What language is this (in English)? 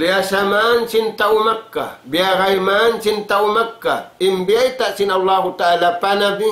Tausug